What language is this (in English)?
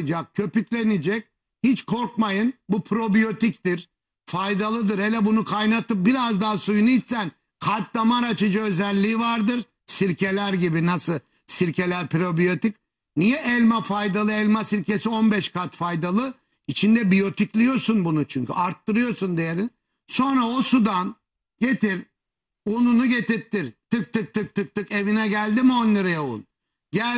Turkish